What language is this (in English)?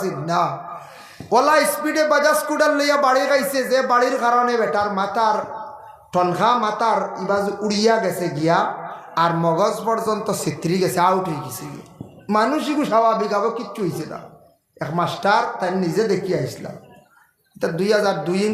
Sylheti